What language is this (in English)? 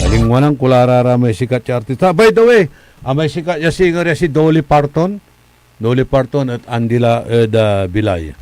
Pangasinan